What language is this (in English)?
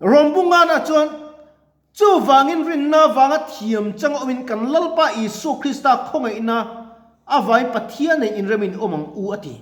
Mizo